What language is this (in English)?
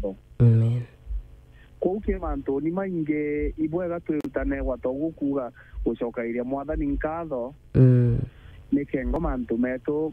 Meru